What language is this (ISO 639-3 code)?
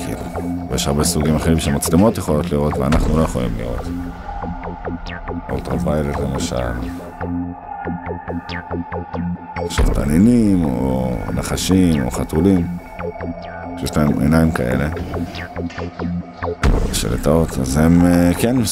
heb